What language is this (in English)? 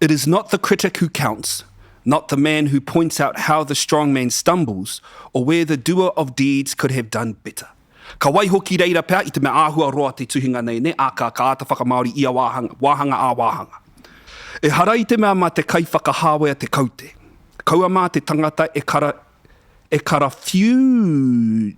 Māori